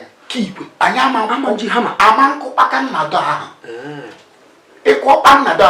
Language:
Igbo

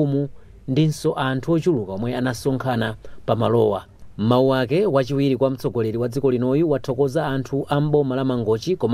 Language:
Nyanja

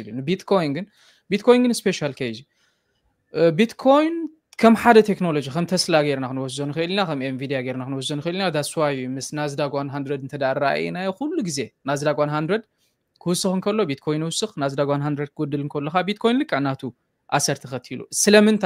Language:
Tigrinya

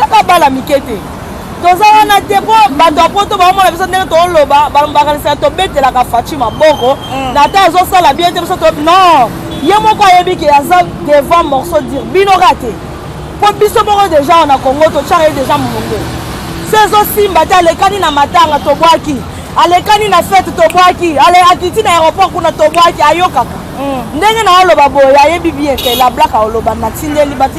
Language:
Lingala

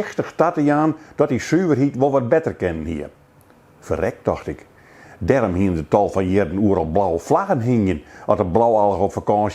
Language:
Western Frisian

